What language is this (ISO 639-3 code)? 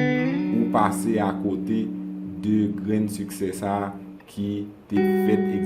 hat